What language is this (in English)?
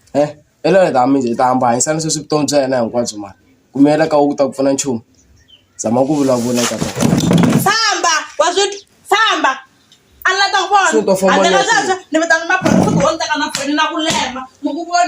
Tsonga